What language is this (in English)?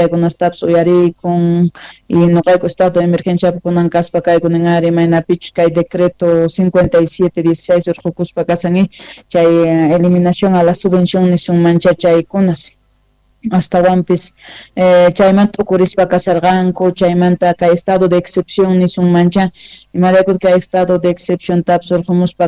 Quechua